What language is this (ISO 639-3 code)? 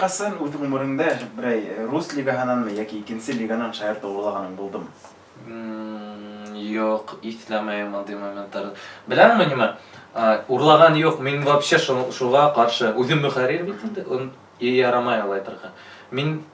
bak